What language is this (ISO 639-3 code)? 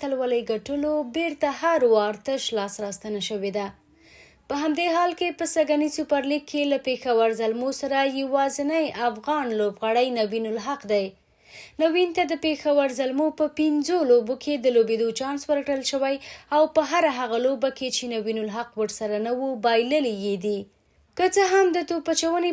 pus